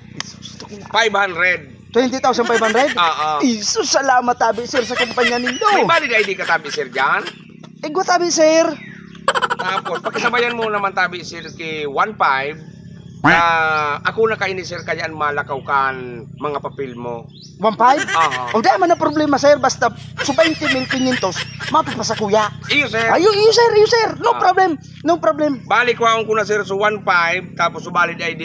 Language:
Bikol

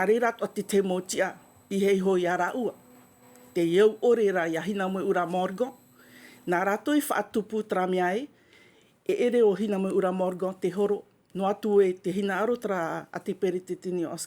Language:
Tahitian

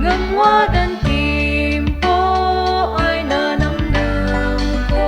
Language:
Iloko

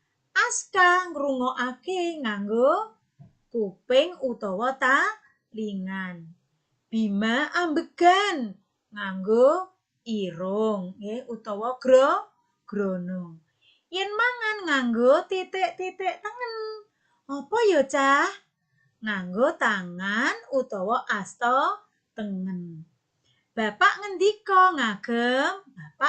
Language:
Javanese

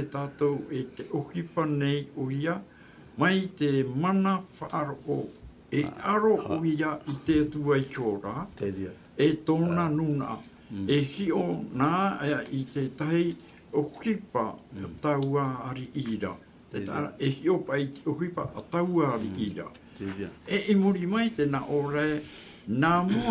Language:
Tahitian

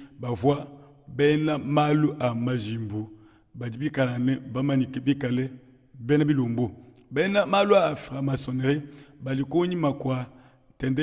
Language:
Luba-Lulua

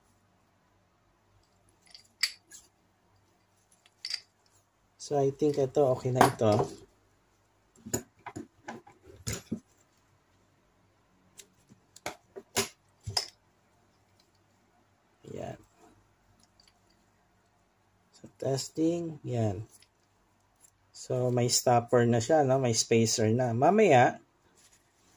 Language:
Filipino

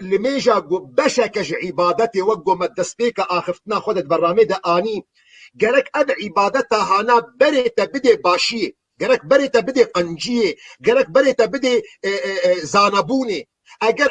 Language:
Kurdish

